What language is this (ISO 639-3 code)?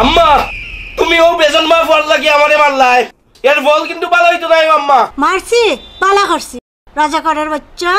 syl